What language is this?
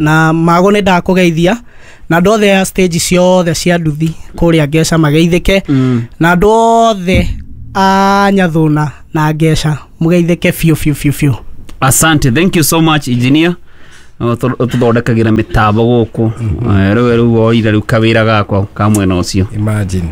Kikuyu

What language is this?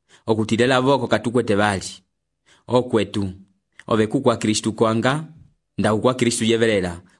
Umbundu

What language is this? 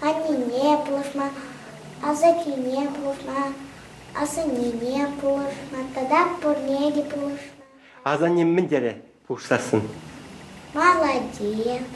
Chuvash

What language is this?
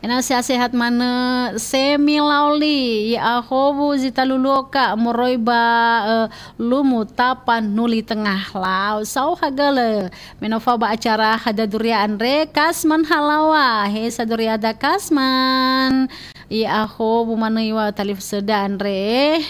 Nias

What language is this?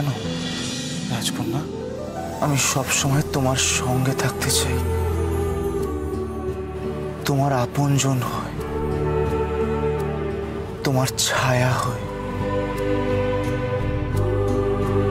Bangla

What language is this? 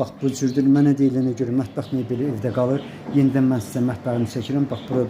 Azerbaijani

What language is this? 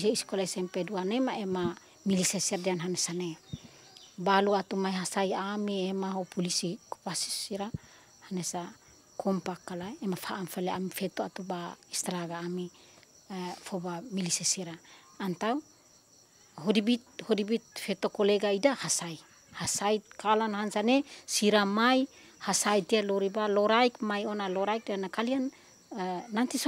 Tetum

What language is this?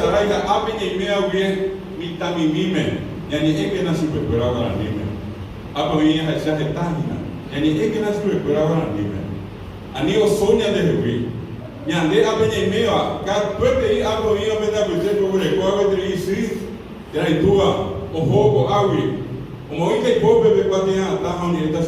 Guarani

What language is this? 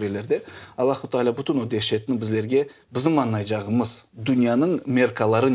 Crimean Tatar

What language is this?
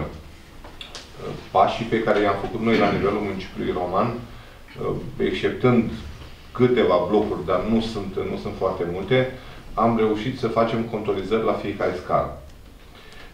Romanian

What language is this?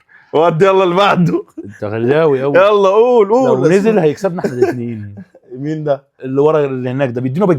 Egyptian Arabic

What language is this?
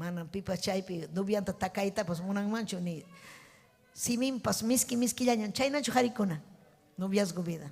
Ayacucho Quechua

